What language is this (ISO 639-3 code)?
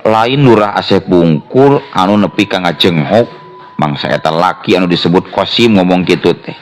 sun